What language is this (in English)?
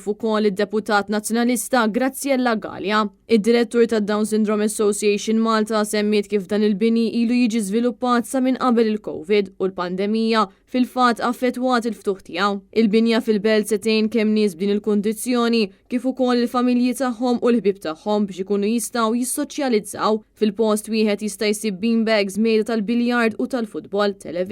Maltese